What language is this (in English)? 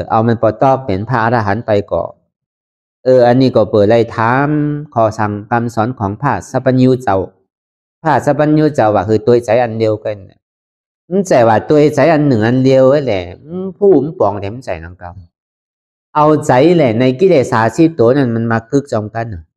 Shan